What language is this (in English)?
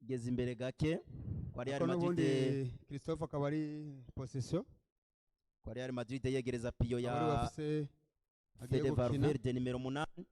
Rundi